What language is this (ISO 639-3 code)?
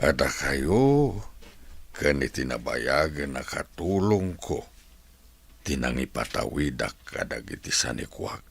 ilo